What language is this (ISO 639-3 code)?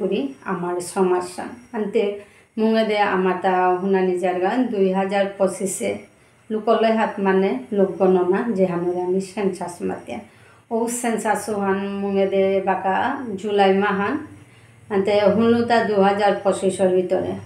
bpy